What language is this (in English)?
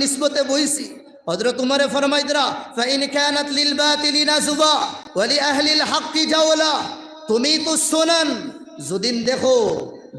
Sylheti